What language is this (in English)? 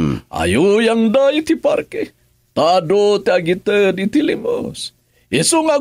Iloko